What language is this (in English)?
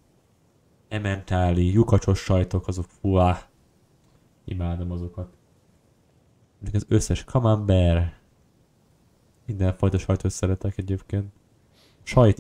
Hungarian